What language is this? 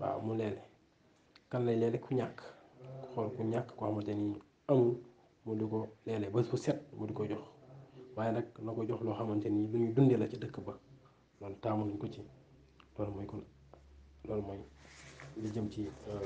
Wolof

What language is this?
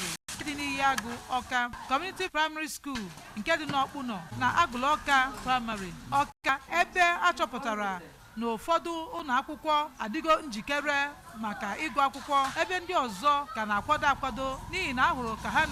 Igbo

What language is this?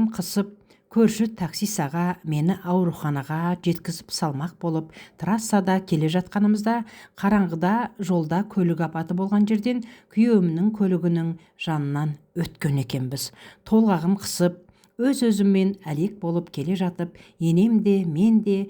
Kazakh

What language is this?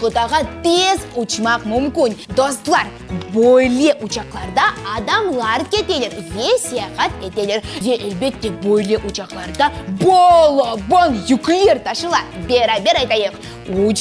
Crimean Tatar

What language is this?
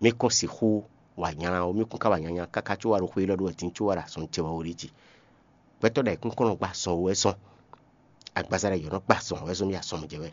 Fon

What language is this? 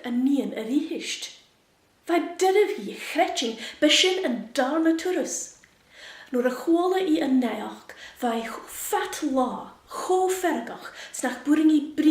Scottish Gaelic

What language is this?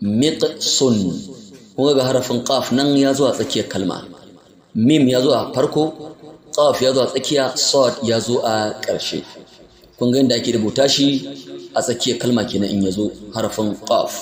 Hausa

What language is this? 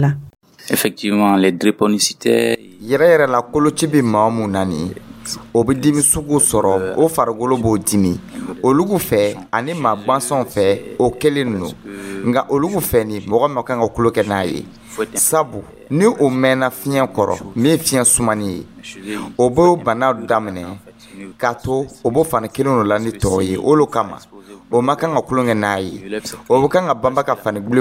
Dyula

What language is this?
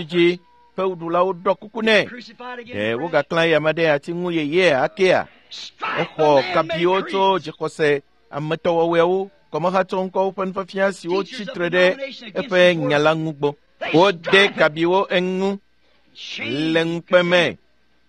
Ewe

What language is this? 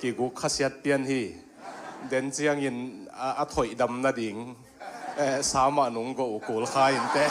Tedim Chin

